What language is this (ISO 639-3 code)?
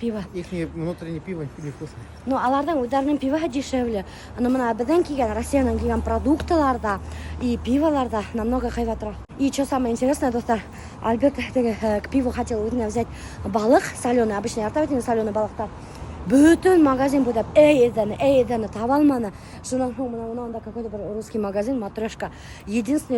bak